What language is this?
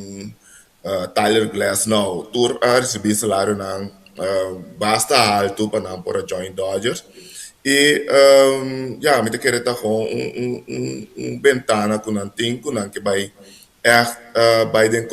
Papiamento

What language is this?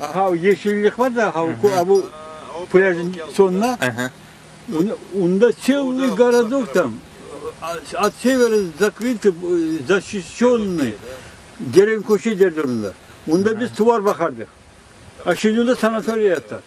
Crimean Tatar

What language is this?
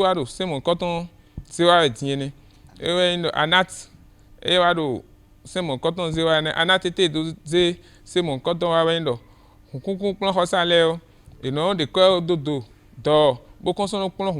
Fon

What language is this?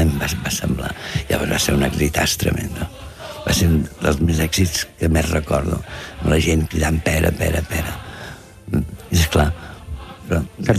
Catalan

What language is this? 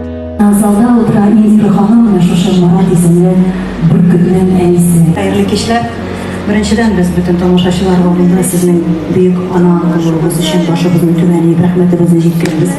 Tatar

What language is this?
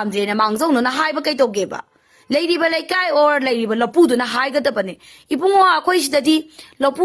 Manipuri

